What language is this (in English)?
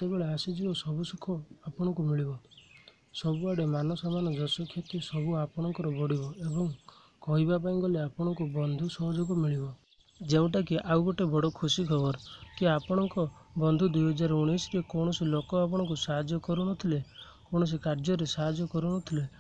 Odia